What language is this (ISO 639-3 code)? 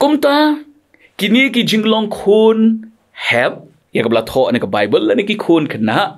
kha